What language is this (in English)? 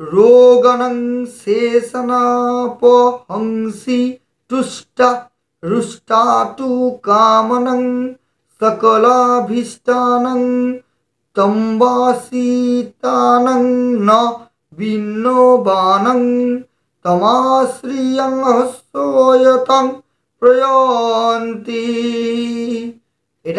Bangla